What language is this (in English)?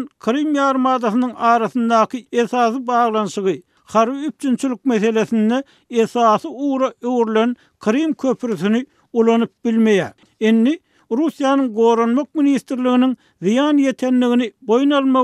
Turkmen